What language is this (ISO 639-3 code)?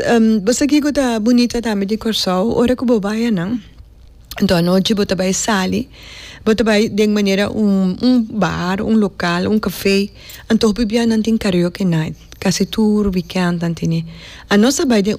pap